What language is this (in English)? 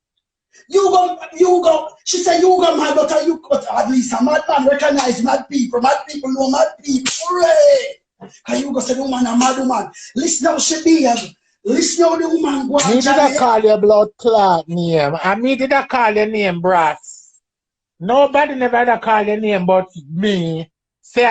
Jamaican Creole English